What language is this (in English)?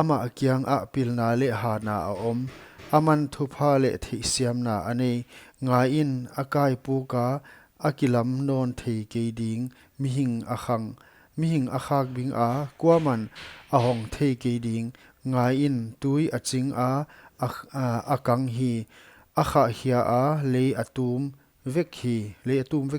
Paite Chin